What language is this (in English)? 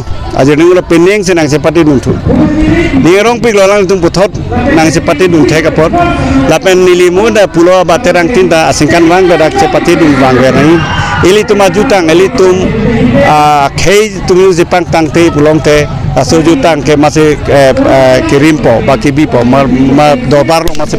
Karbi